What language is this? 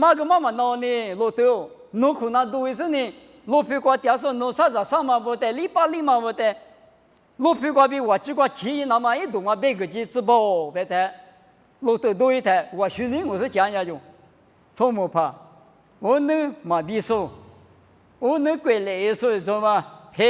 Lisu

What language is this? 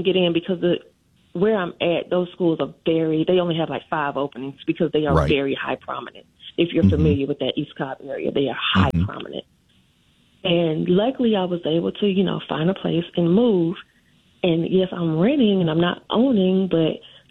English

